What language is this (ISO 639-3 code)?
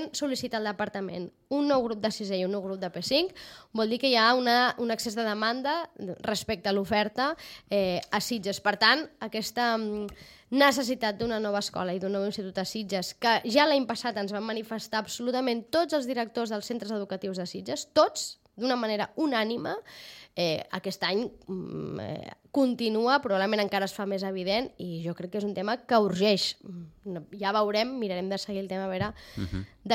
cat